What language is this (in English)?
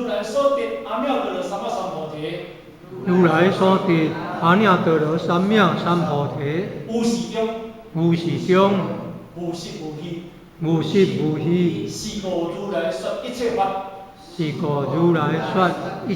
Min Nan Chinese